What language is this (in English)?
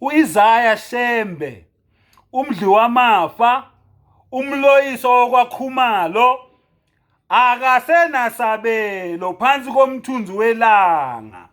Zulu